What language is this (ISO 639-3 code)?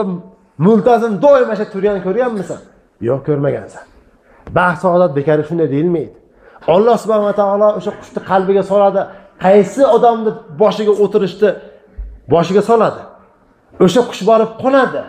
uzb